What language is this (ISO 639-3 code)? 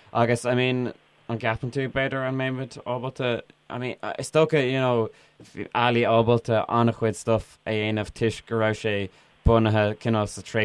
gle